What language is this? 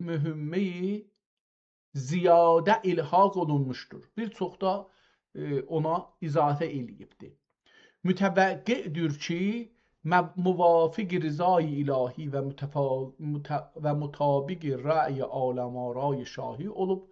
South Azerbaijani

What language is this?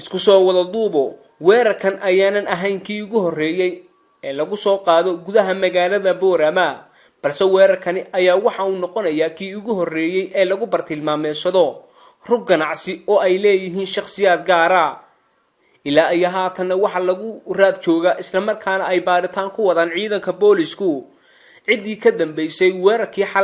Somali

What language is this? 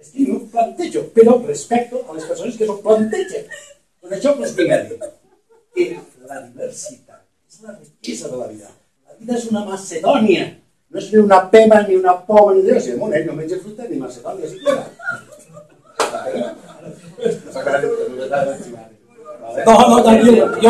Catalan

